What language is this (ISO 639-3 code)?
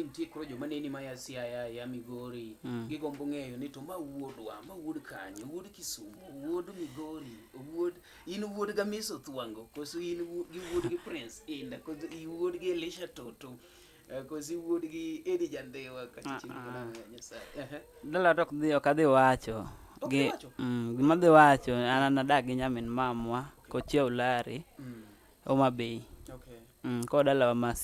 luo